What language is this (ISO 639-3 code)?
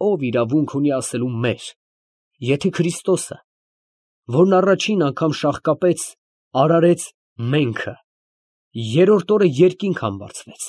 hye